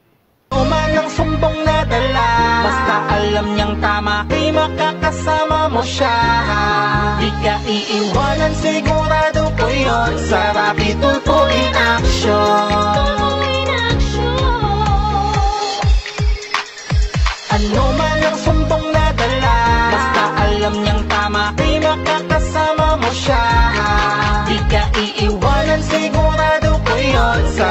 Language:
Filipino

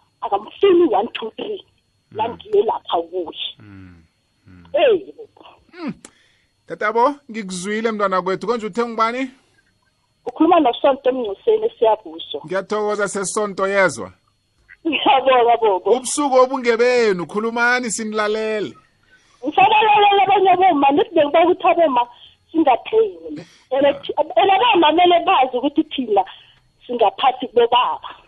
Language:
South Ndebele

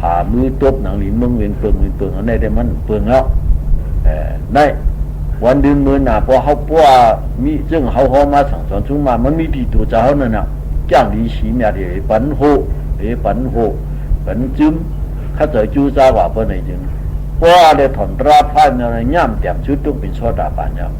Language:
Shan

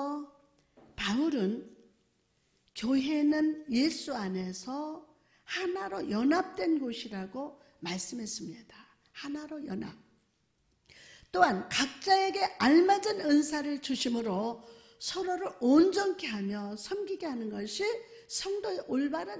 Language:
Korean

